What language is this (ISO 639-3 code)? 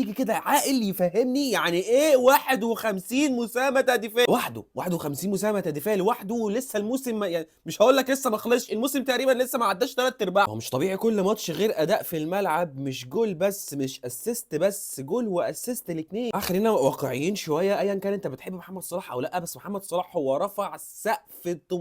arz